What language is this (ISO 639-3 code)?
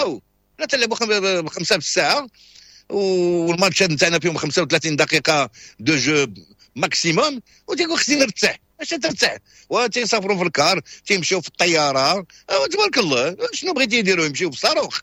ary